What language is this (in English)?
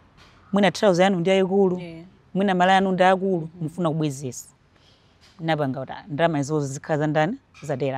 Nyanja